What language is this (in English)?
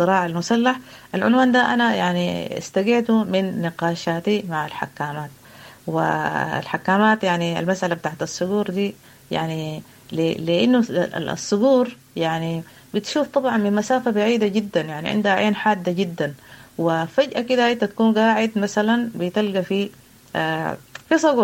Sudanese Arabic